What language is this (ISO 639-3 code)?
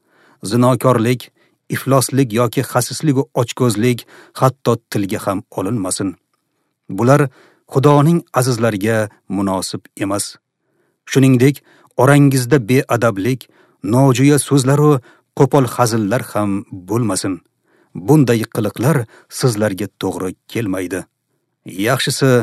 uzb